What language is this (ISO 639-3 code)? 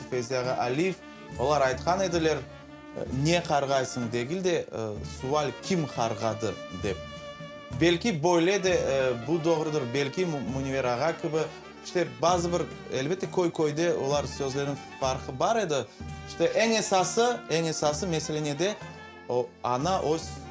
crh